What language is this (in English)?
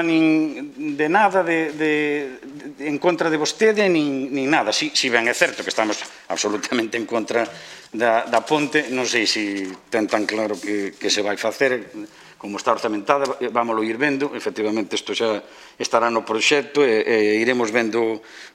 Galician